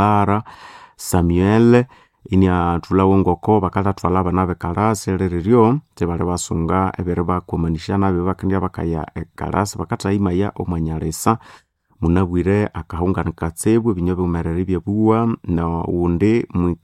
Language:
Nande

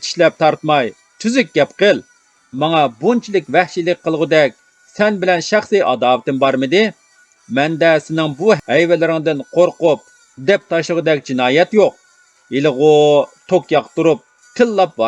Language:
Uyghur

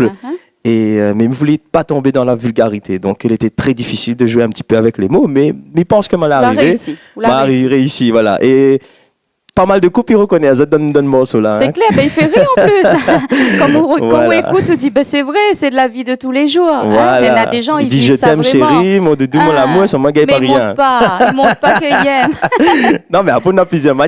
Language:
Réunion Creole French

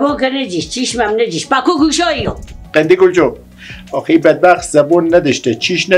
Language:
Persian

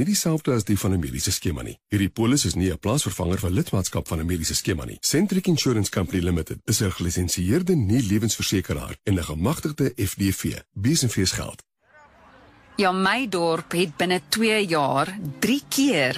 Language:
Afrikaans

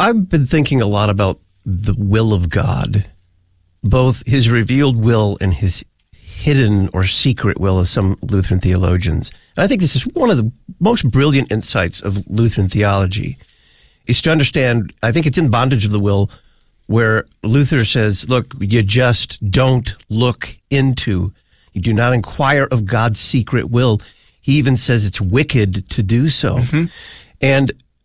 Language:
English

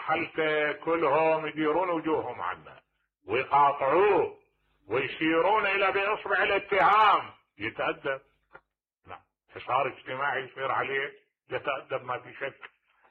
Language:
Mesopotamian Arabic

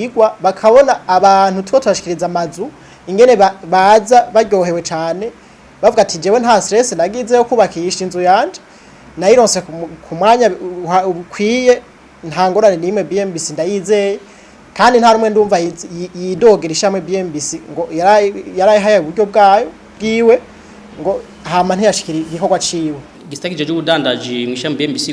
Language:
Rundi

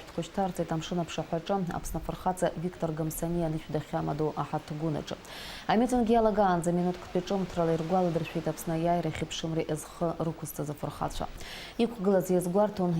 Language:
Abkhazian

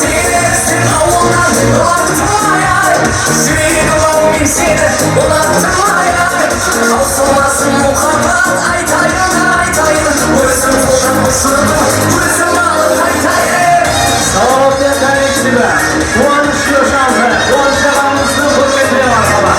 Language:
Kara-Kalpak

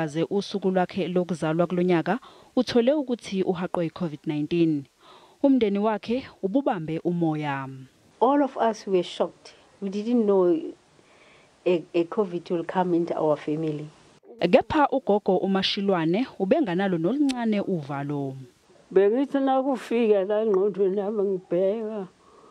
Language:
Zulu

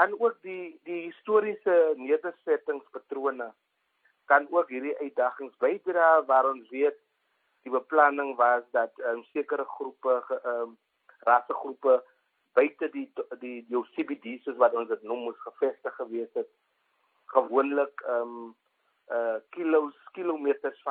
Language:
Afrikaans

